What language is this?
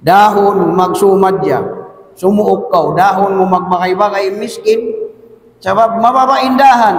Tausug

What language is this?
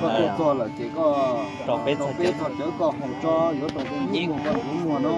Hmong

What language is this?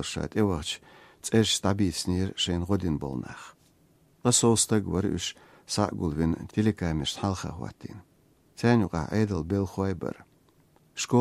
Chechen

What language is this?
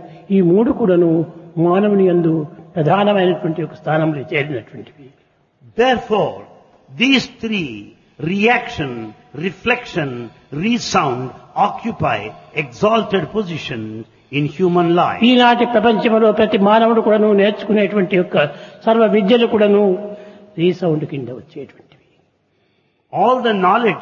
Telugu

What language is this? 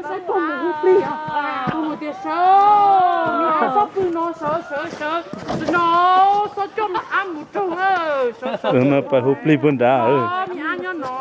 Hmong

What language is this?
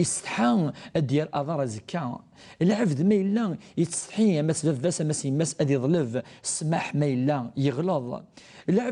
Kabyle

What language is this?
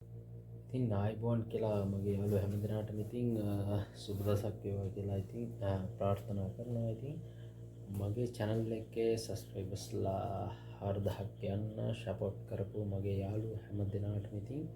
Sinhala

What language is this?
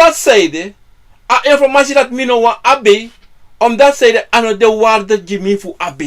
Sranan Tongo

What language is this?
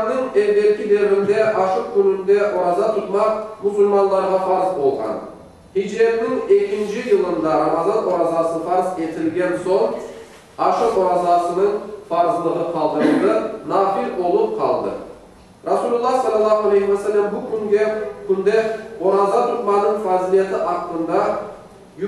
Crimean Tatar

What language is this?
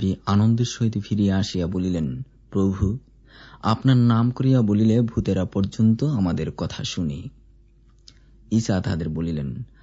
Bangla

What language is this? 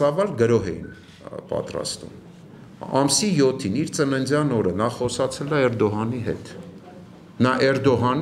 Armenian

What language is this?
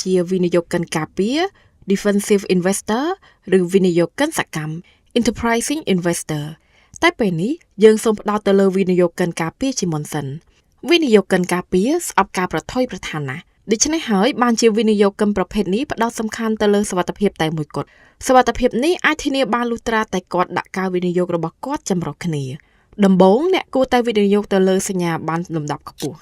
Khmer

